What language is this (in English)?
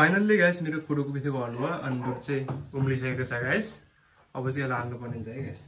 Nepali